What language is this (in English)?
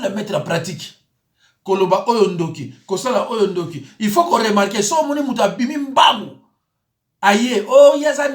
Lingala